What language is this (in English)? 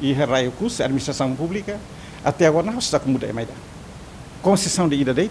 Tetum